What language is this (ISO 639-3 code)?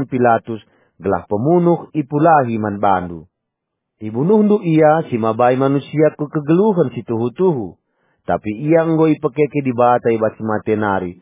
btx